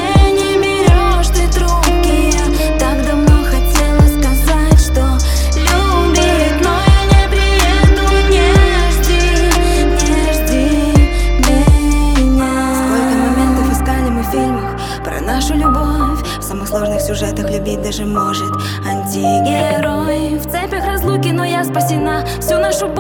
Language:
Russian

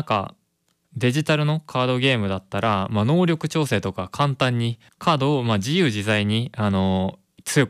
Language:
Japanese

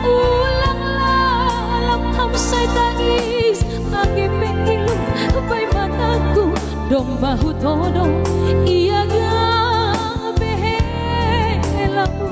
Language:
Batak Simalungun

